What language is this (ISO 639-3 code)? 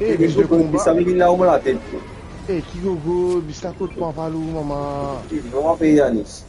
mfe